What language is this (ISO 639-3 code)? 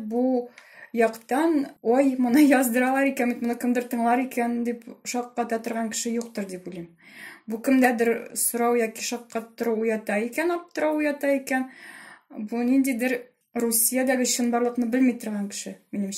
tat